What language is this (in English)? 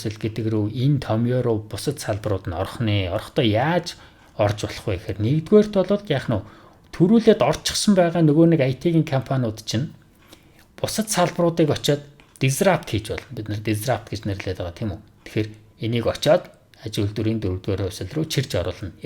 Mongolian